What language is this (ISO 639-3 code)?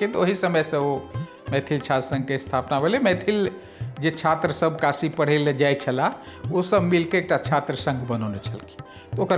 mai